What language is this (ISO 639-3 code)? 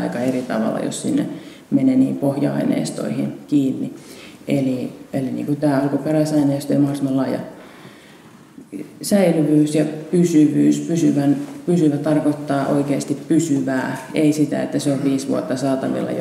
fin